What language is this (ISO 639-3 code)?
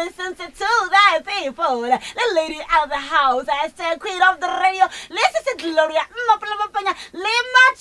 nso